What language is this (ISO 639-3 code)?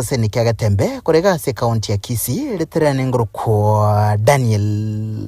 guz